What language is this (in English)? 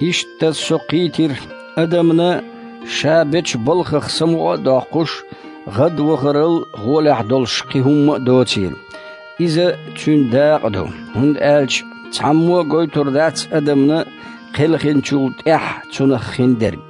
Chechen